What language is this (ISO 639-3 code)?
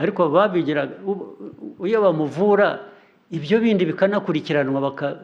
kin